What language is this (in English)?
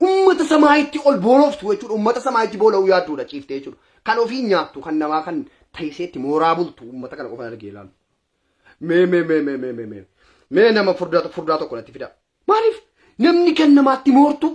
Oromo